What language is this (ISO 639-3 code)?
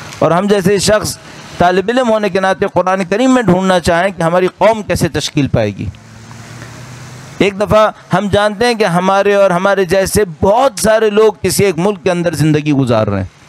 urd